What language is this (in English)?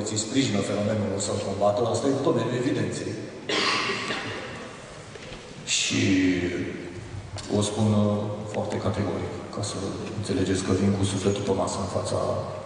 Romanian